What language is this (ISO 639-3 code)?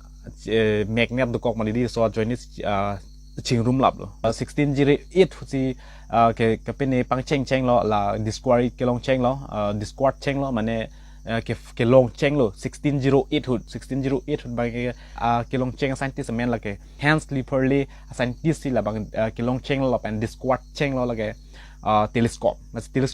mjw